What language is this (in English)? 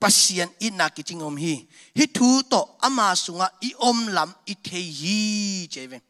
Tedim Chin